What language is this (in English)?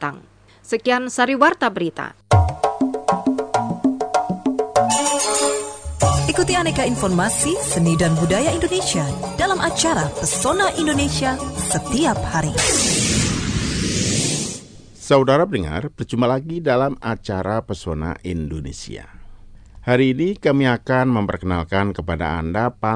Indonesian